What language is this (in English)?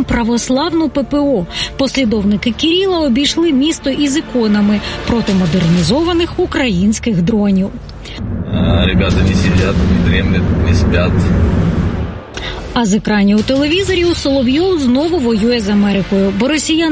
Ukrainian